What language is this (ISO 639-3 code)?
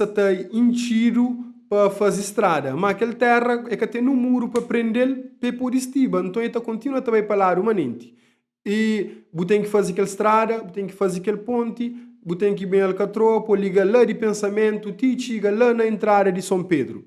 kea